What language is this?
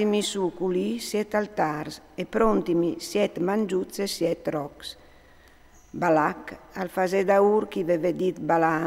Friulian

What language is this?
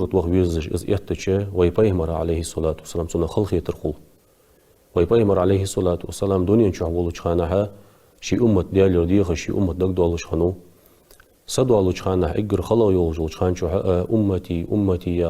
Ingush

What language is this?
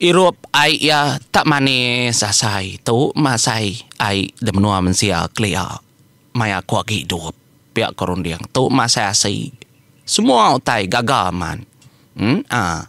Iban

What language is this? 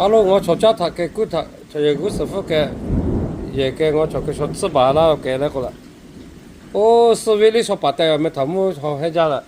Lahu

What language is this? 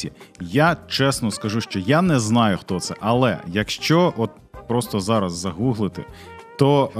Ukrainian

